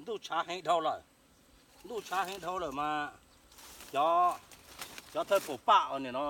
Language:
Hmong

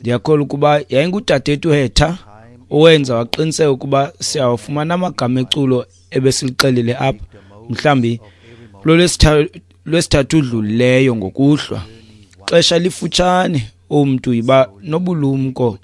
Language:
Xhosa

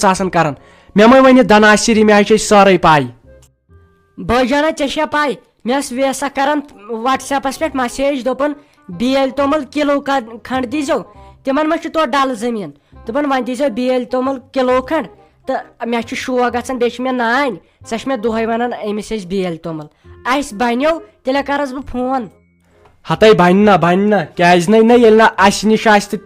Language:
Kashmiri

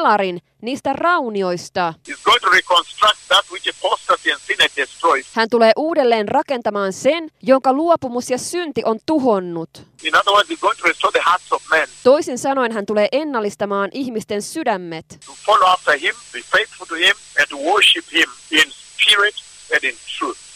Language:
Finnish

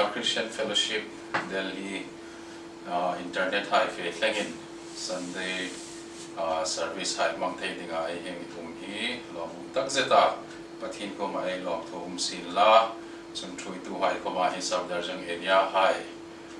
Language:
Hmar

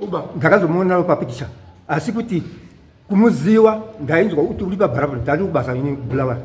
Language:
Shona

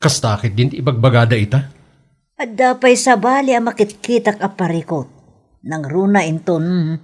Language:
Iloko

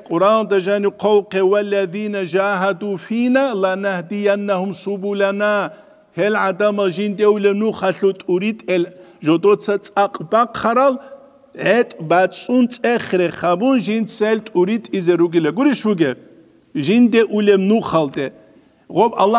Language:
Avaric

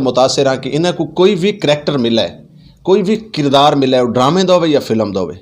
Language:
Saraiki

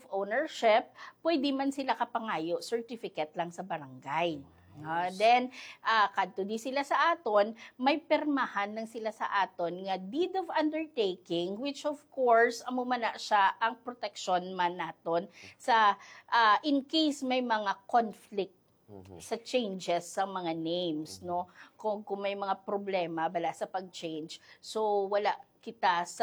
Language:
Hiligaynon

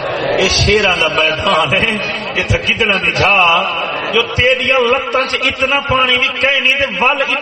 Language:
Saraiki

